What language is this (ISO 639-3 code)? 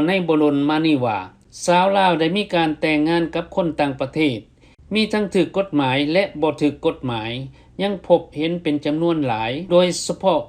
lao